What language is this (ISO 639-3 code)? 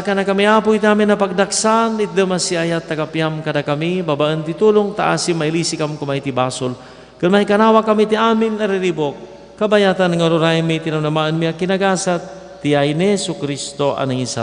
ilo